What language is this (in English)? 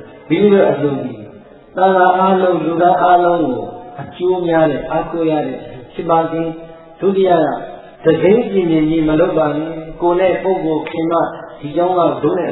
Burmese